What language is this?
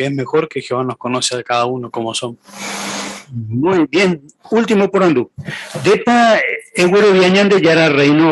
Guarani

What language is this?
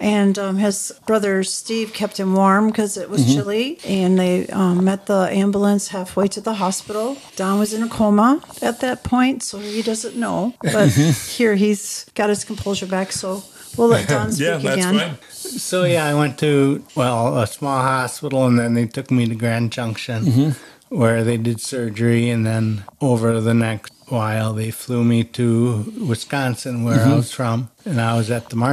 English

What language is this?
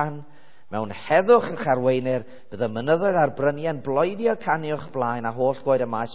Welsh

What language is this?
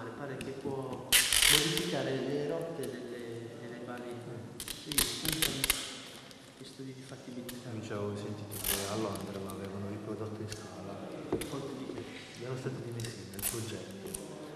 Italian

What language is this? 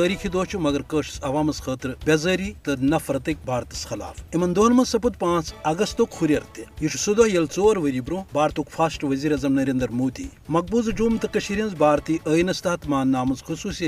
Kashmiri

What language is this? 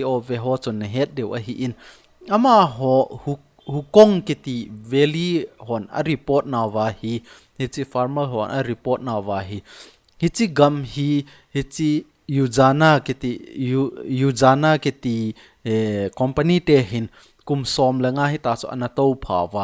Thado Chin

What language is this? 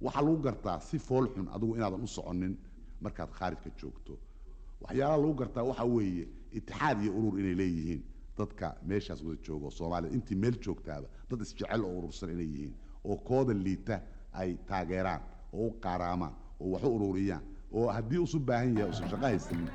Somali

